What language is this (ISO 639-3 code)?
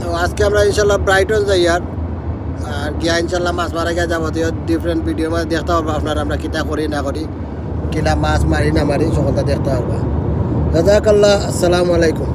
syl